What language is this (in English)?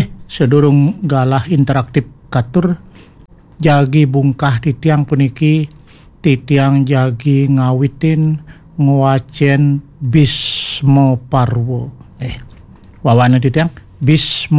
Balinese